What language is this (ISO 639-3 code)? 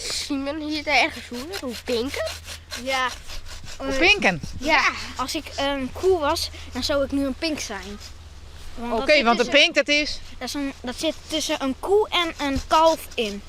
fry